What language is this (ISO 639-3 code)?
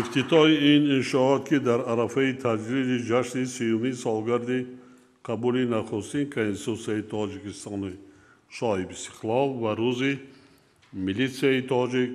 tgk